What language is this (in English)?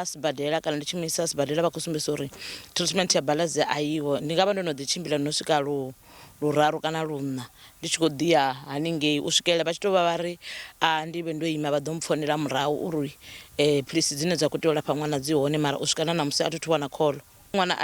Venda